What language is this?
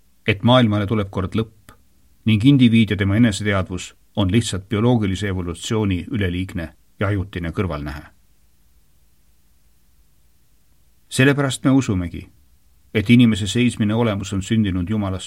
Estonian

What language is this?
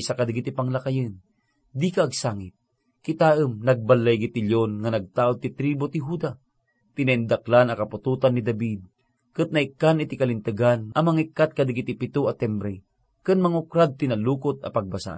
Iloko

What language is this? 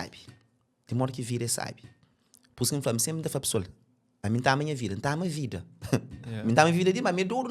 Kabuverdianu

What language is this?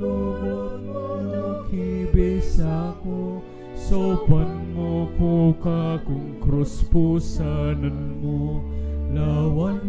Pampanga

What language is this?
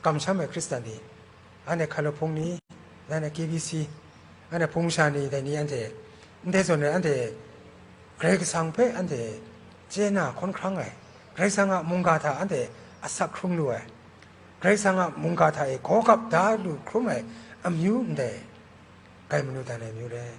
Kachin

